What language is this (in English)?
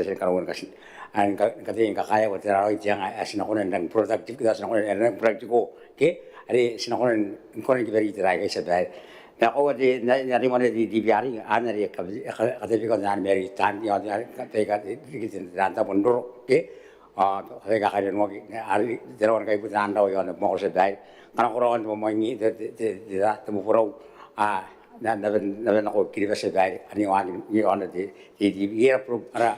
Gilbertese